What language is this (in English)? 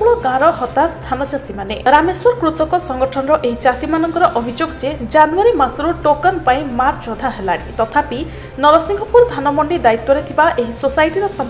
Odia